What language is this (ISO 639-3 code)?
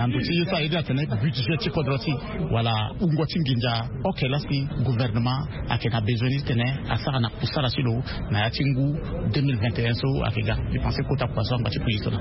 sag